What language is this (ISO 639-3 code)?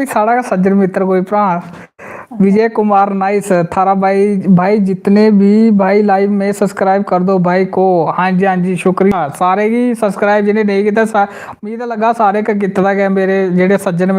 doi